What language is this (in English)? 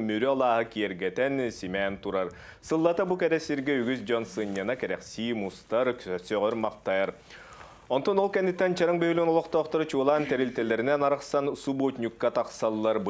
Yakut